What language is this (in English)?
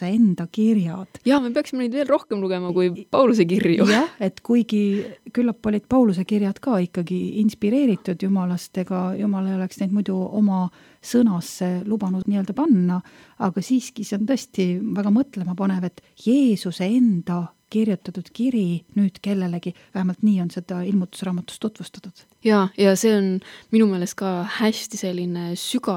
Estonian